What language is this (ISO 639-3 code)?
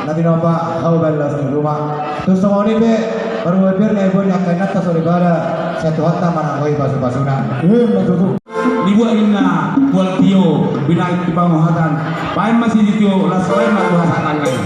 bbc